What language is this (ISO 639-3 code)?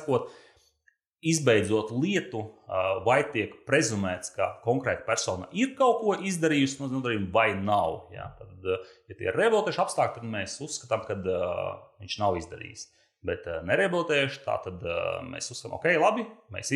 lav